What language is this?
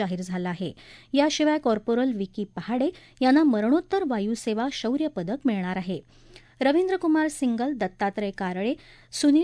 Marathi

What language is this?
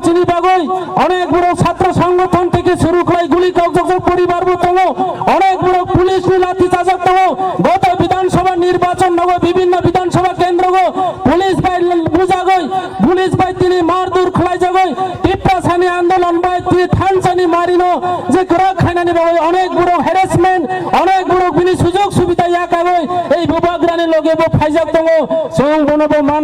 Kok Borok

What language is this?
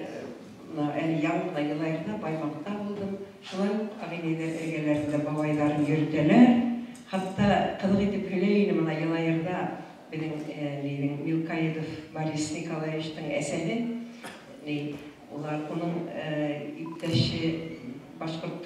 Bashkir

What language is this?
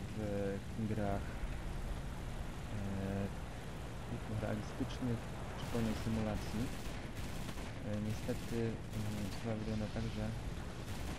Polish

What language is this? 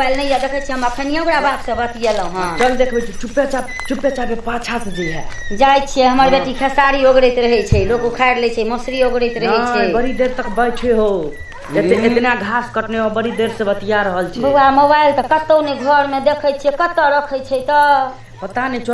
Maithili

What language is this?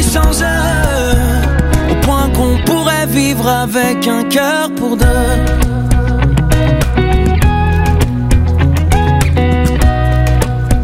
French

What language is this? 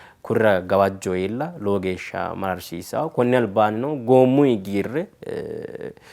Sidamo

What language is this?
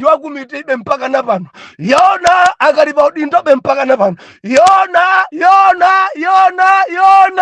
Nyanja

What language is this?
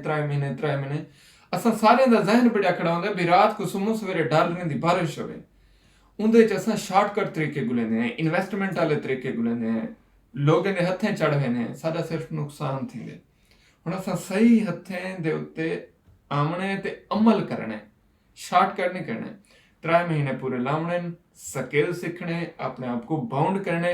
Saraiki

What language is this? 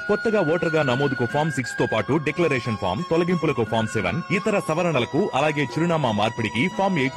Telugu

